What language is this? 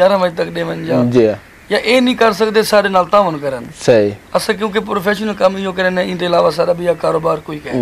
Saraiki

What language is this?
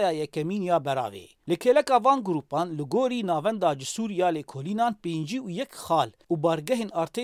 Kurdish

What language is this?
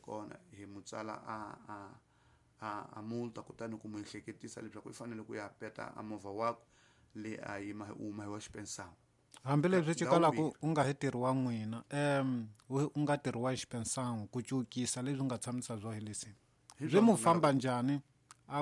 Tsonga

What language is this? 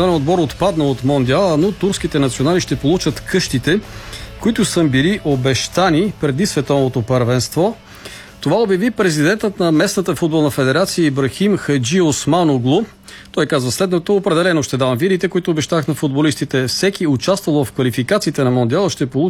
Bulgarian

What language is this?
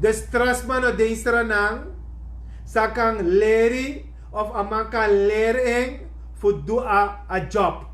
Sranan Tongo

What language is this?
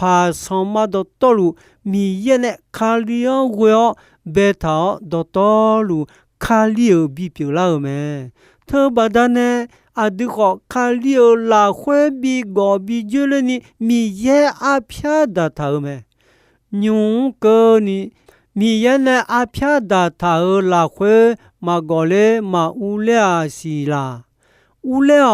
Akha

